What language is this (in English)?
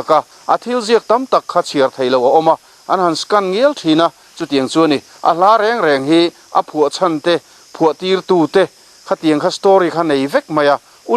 Mizo